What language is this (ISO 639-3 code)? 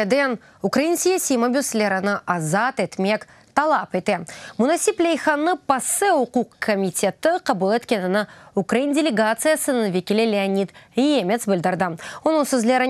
crh